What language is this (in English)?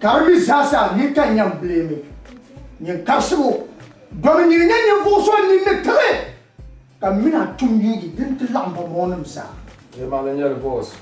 Dagbani